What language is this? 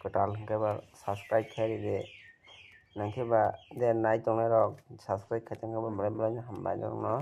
Kok Borok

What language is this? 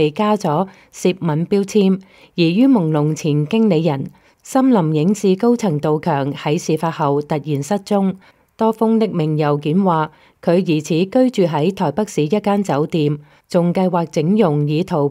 Cantonese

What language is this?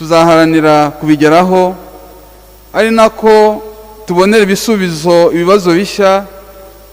Kinyarwanda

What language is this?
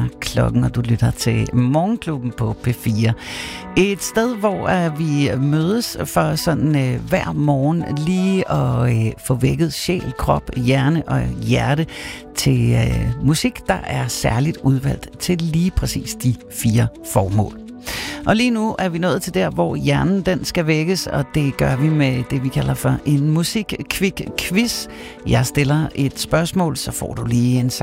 Danish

